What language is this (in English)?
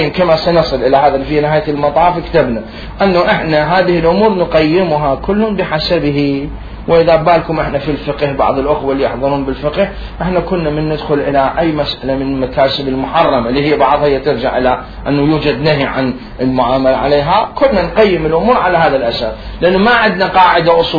Mesopotamian Arabic